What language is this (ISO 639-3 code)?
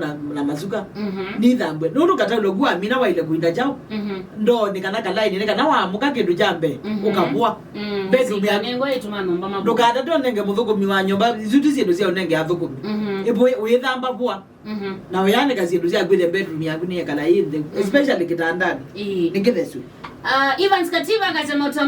kam